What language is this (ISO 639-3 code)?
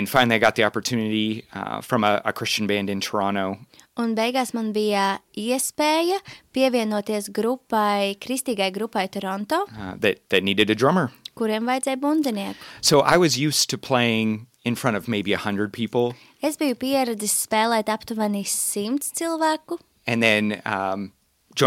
lav